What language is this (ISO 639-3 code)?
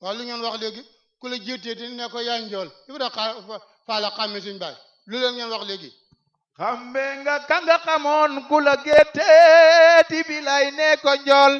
wol